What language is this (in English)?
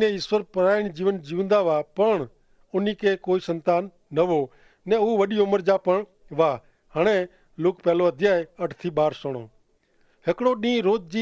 Kachhi